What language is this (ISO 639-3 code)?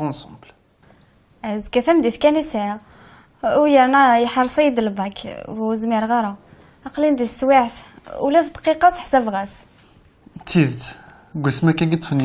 kab